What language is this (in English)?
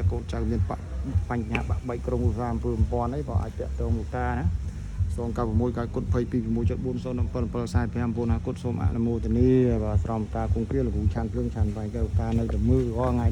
Khmer